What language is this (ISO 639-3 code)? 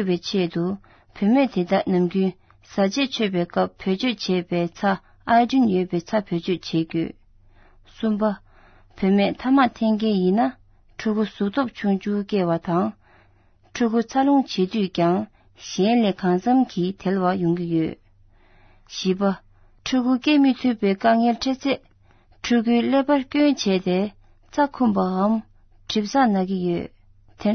bod